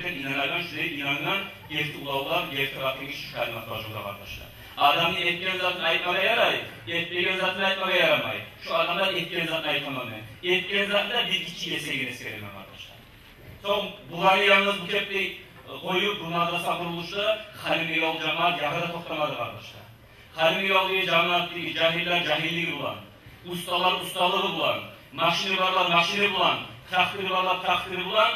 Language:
Kumyk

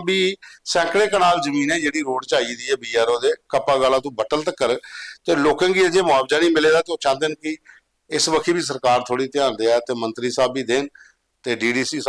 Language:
Dogri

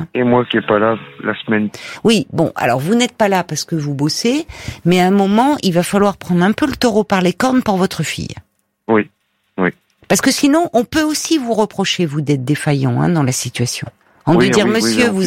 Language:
French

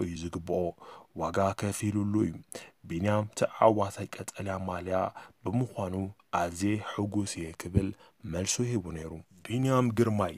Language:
Tigrinya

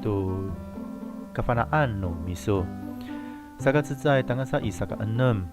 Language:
Amis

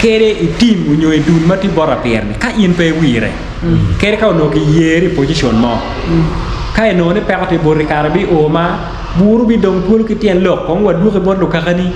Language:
Acoli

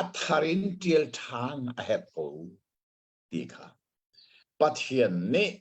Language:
Hakha Chin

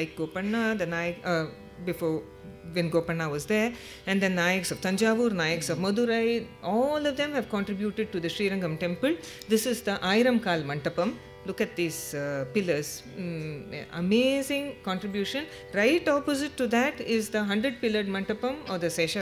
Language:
English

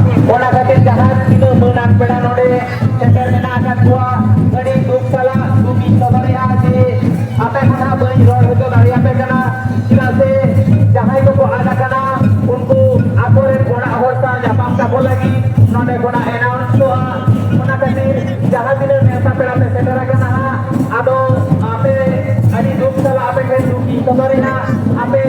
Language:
Santali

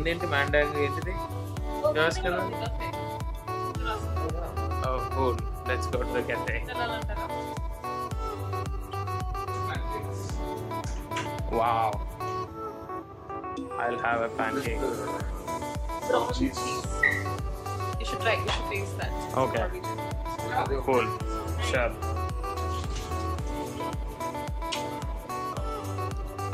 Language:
Telugu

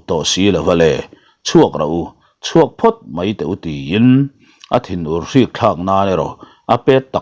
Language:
Mizo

